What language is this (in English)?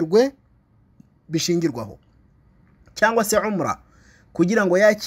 Kinyarwanda